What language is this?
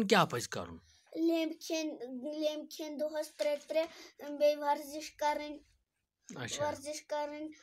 Kashmiri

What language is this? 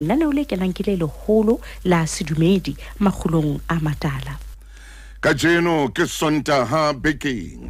Southern Sotho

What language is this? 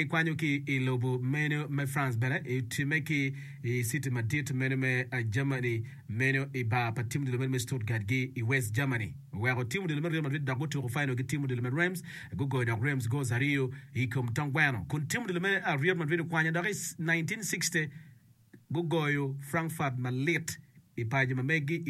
Acoli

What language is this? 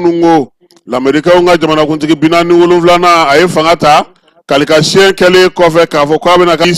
Bambara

